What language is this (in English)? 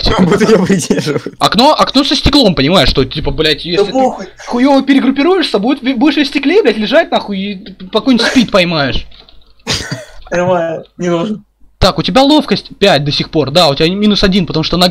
Russian